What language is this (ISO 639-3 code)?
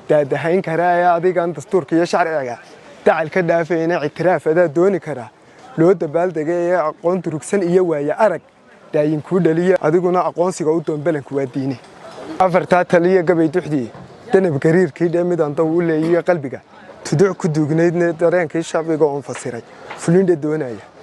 som